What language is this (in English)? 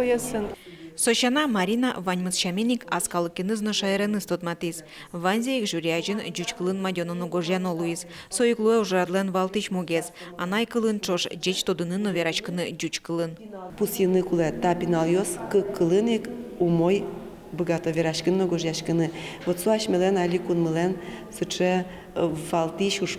Udmurt